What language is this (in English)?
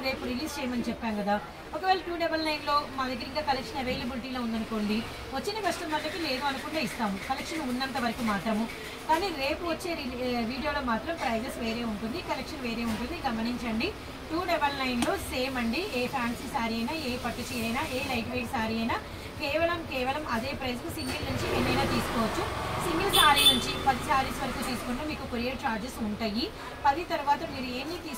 Telugu